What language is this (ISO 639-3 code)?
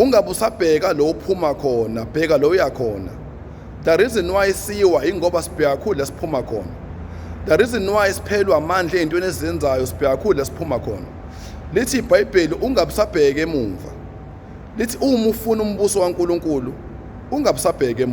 zul